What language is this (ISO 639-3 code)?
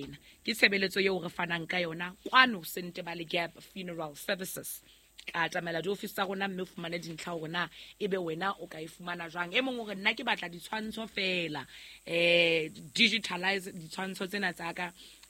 sot